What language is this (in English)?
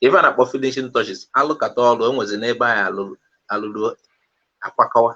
Igbo